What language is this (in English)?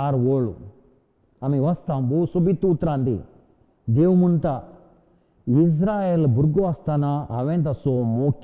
Konkani